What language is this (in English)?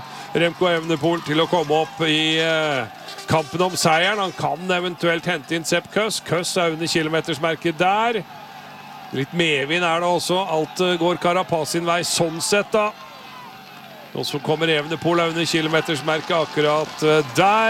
Norwegian